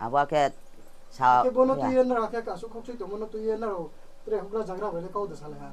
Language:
Riang (India)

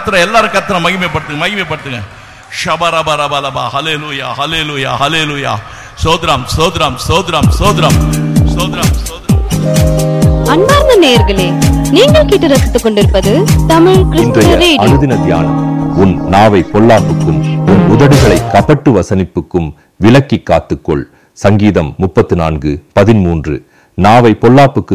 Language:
Tamil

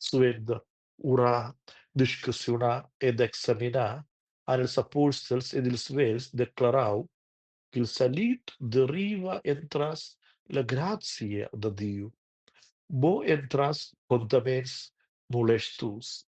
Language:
Romansh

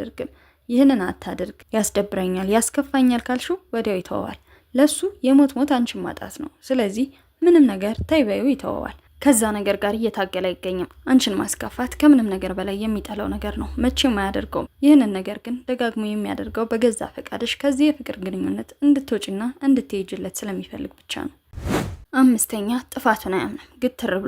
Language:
Amharic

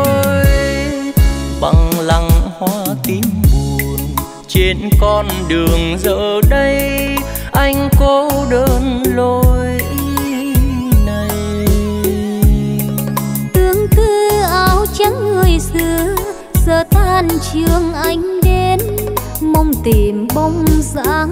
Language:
Vietnamese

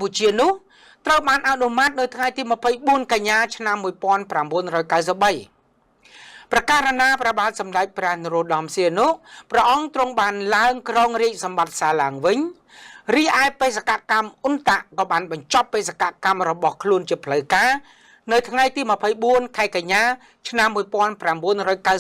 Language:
Khmer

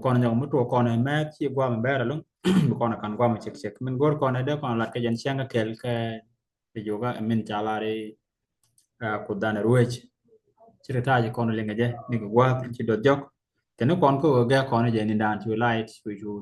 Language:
Nuer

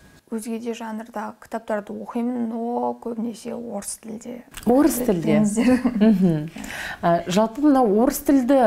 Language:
Kazakh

